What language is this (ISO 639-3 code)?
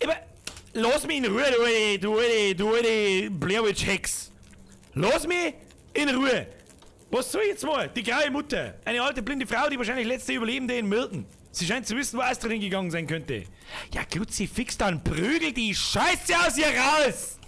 bar